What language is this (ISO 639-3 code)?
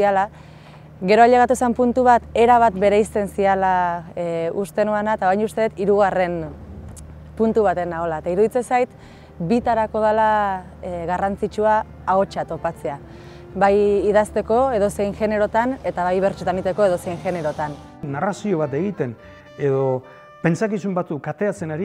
eus